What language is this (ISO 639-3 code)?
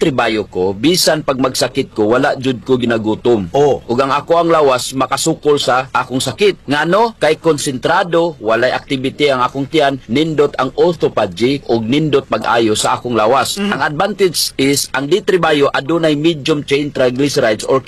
ceb